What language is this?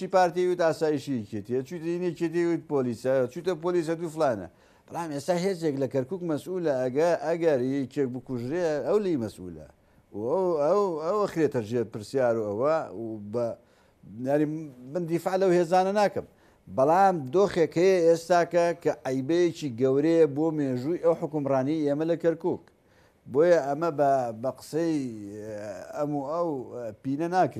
Central Kurdish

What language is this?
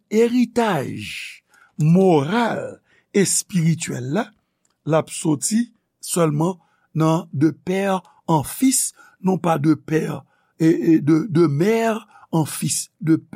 Haitian Creole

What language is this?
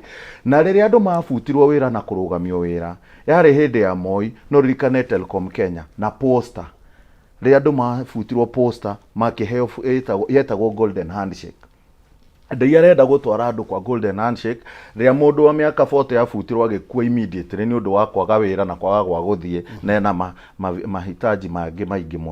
Kikuyu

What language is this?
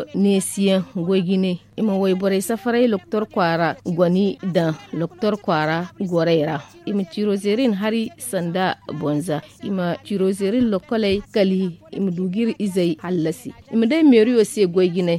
Zarma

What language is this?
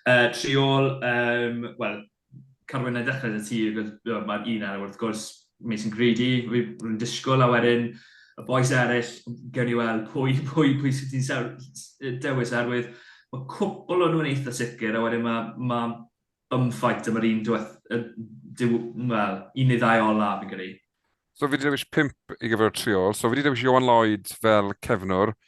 Welsh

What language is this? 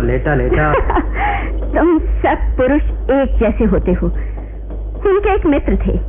Hindi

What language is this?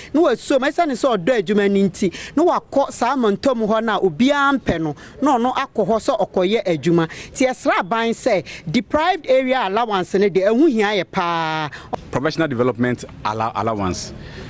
Akan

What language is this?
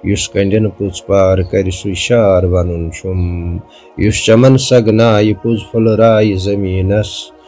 Kashmiri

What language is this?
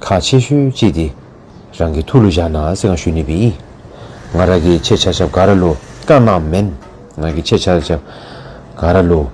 Dzongkha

